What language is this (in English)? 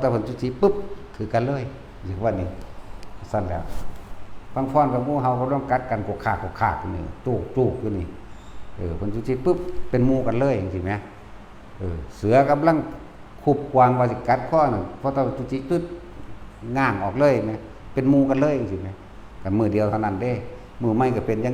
Northeastern Thai